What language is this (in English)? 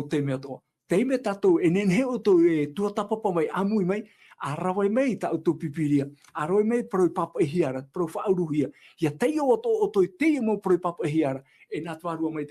Tahitian